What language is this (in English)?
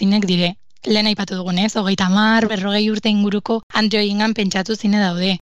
Basque